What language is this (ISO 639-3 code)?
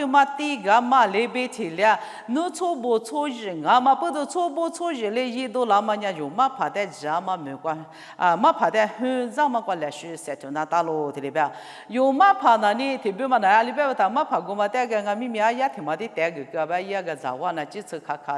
lis